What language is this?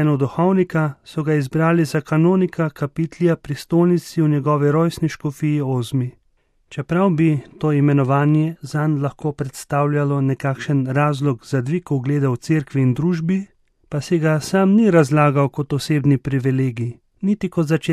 Slovenian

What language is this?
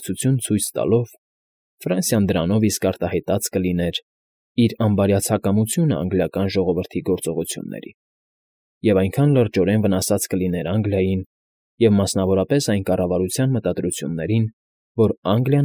Armenian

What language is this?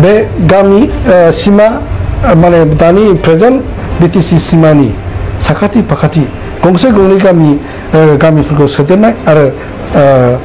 Bodo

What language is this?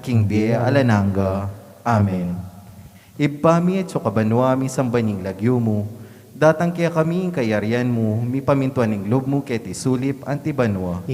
Pampanga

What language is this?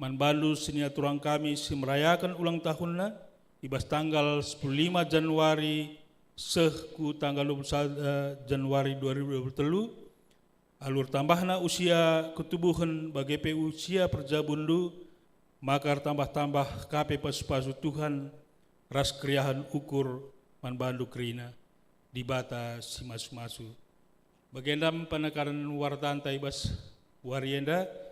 Batak Karo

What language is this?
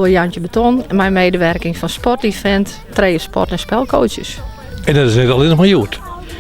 Western Frisian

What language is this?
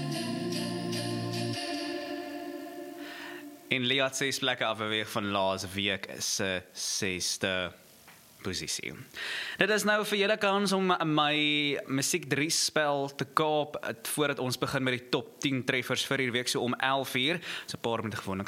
Afrikaans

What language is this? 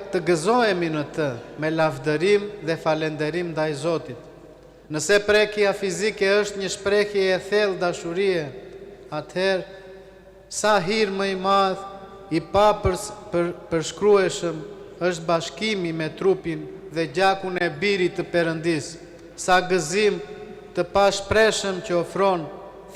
Albanian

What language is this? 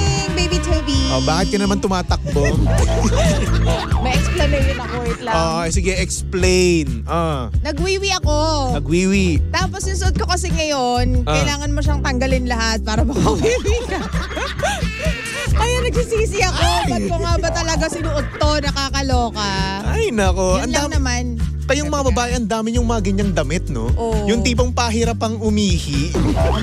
Filipino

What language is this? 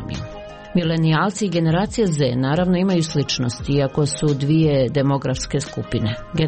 Croatian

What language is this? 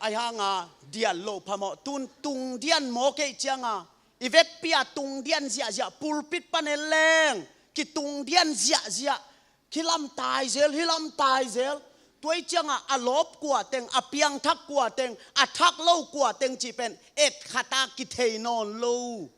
Tedim Chin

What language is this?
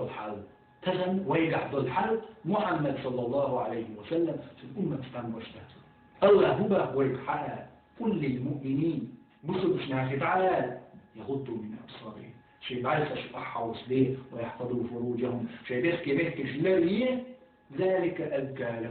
Chechen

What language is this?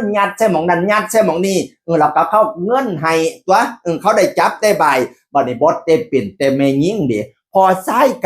Northeastern Thai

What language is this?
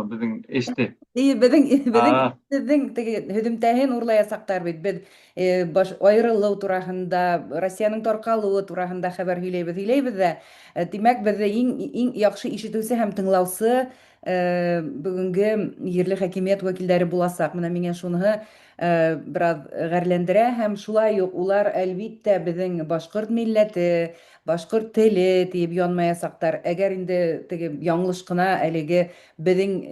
Bashkir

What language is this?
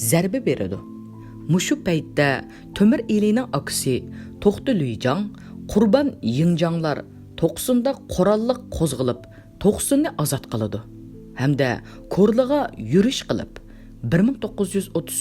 Uyghur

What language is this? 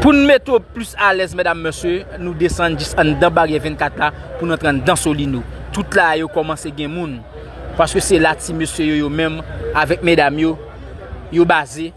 Haitian Creole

